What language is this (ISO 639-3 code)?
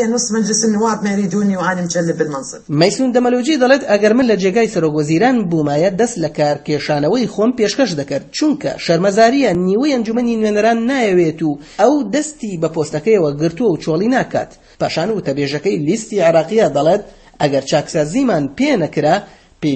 ckb